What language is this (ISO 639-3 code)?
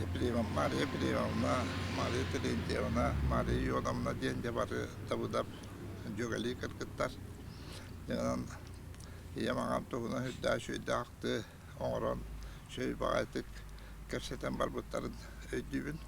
sah